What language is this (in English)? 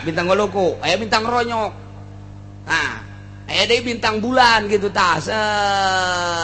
Sundanese